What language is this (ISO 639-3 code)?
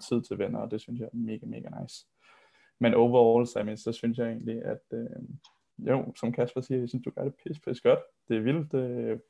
dan